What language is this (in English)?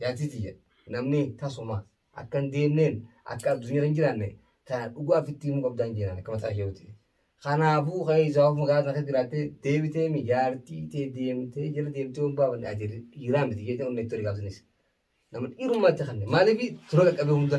Oromo